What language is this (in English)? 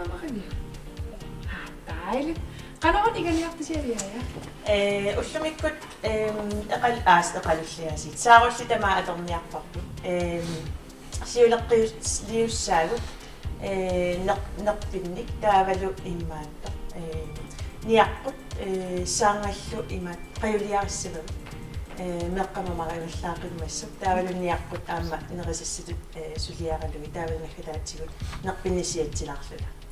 Kalaallisut